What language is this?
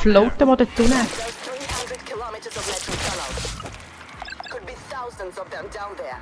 Swiss German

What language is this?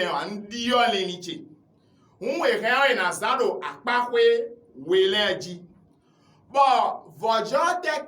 Fon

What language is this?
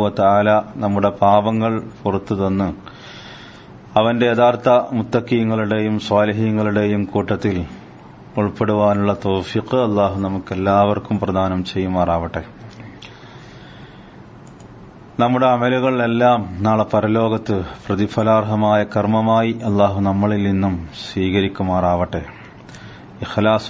Malayalam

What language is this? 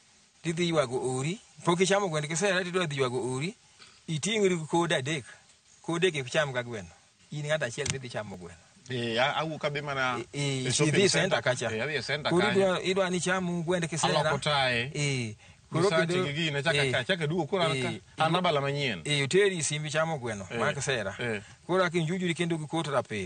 Luo (Kenya and Tanzania)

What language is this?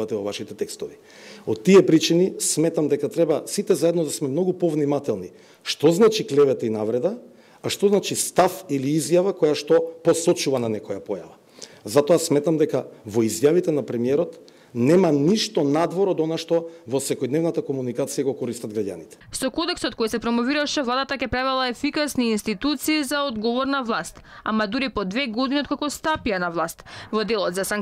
Macedonian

